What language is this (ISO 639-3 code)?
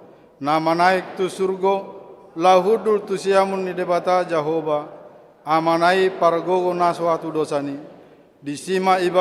bbc